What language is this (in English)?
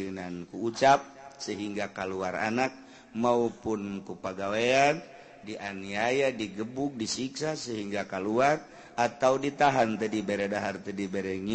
Sundanese